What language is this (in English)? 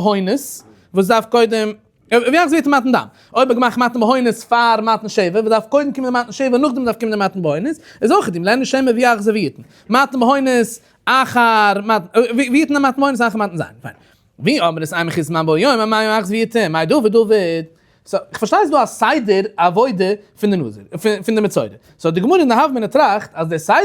Yiddish